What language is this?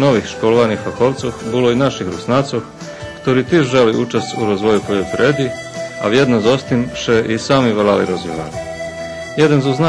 Rusyn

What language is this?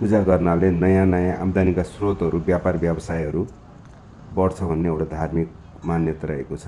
Nepali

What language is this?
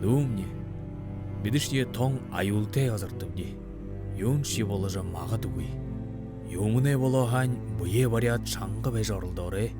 Buriat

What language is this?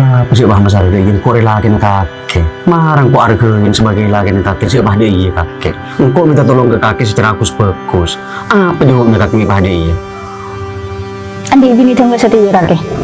Madurese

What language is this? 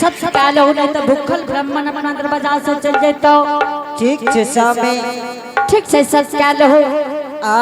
Angika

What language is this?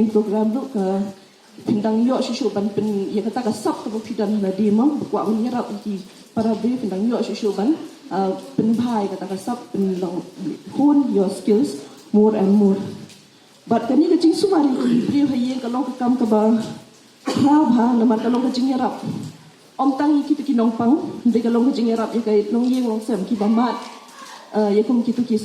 Pnar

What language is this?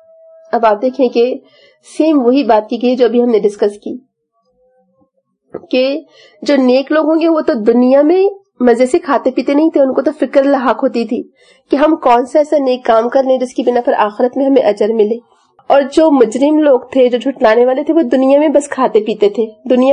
Urdu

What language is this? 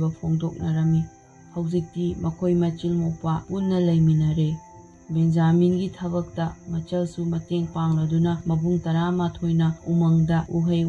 Manipuri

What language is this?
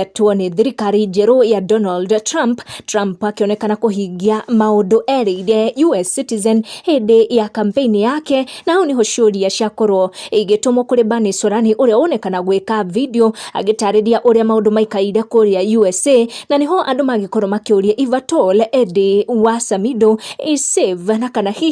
Kikuyu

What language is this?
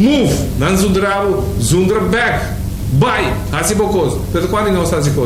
Papiamento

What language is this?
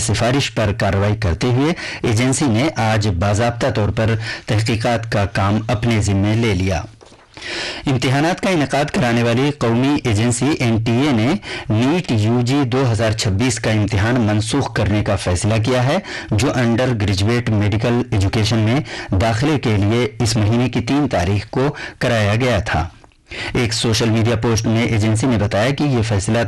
Urdu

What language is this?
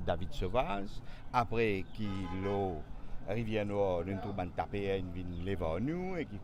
Morisyen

